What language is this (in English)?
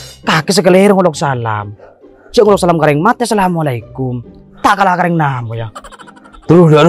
Madurese